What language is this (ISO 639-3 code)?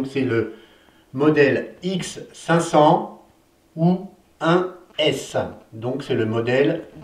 fra